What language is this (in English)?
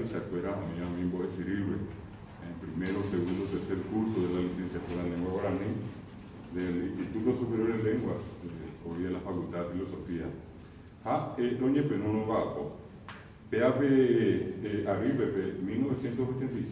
Guarani